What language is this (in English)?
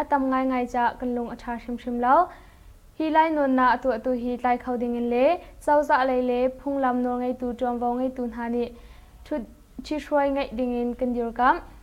Hakha Chin